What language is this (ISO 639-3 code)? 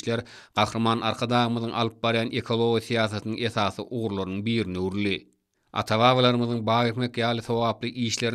tuk